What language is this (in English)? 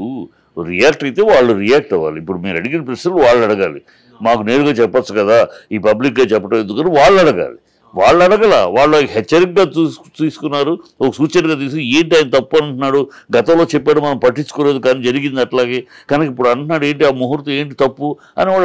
Telugu